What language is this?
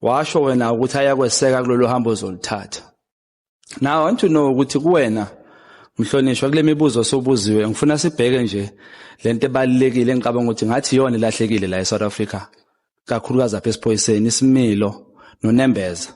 Zulu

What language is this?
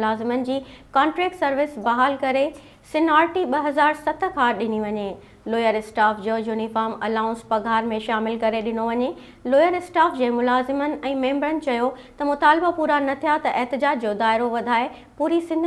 Sindhi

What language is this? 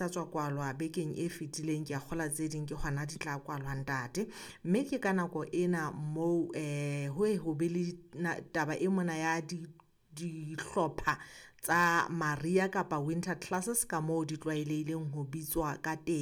Southern Sotho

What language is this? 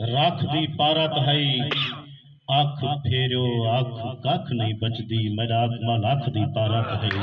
Saraiki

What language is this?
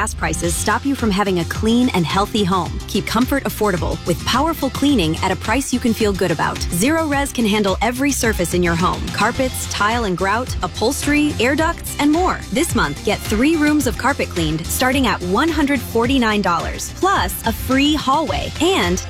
English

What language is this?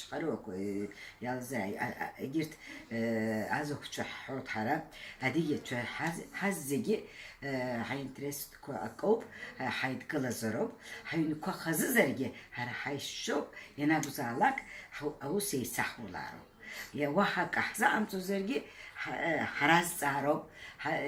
Abkhazian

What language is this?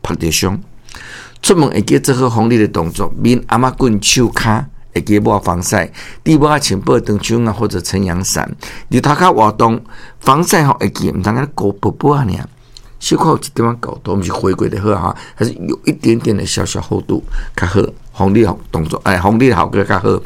Min Nan Chinese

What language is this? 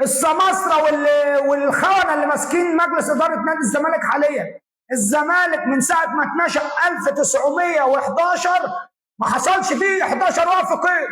Egyptian Arabic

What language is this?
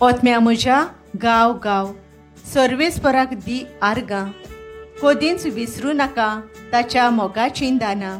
Konkani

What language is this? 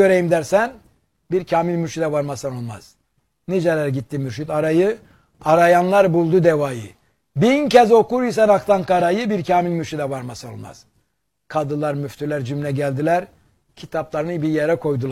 Turkish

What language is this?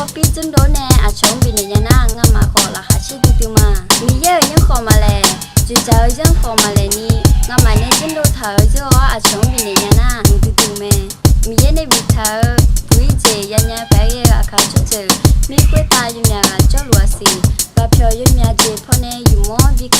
Akha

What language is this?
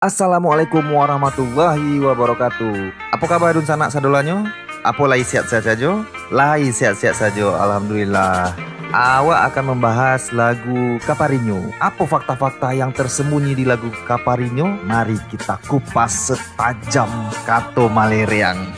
Minangkabau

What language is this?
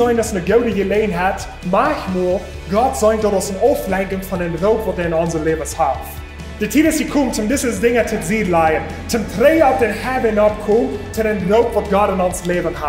Plautdietsch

